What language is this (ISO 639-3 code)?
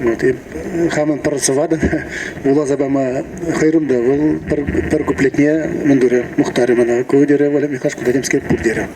chv